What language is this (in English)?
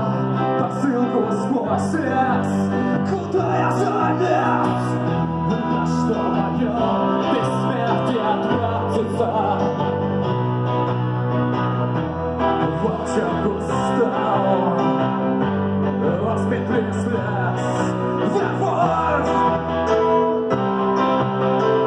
Russian